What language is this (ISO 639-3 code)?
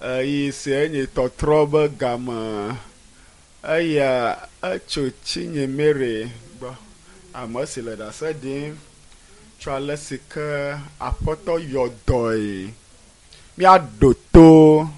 ewe